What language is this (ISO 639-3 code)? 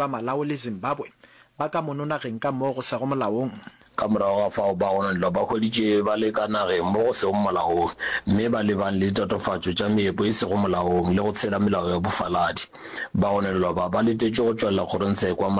nso